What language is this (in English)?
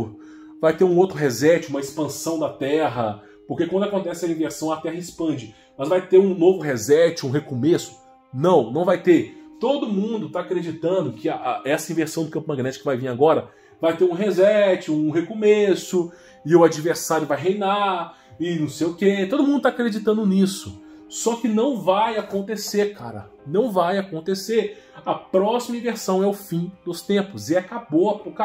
Portuguese